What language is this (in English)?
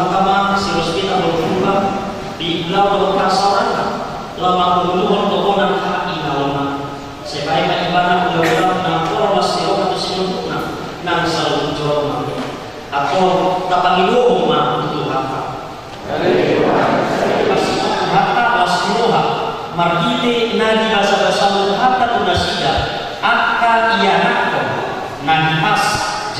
Batak Toba